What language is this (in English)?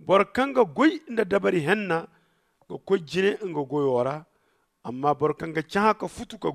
Zarma